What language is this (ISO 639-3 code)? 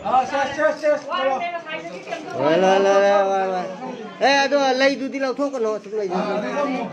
mni